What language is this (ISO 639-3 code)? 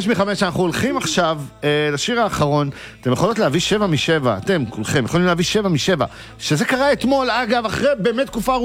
heb